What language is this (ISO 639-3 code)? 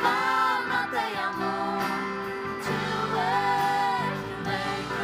fao